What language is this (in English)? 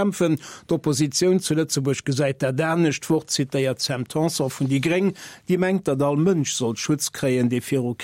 Luxembourgish